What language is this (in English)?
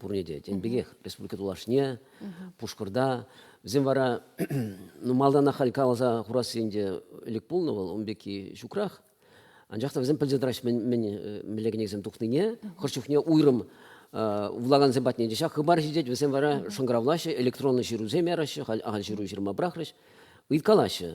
Chuvash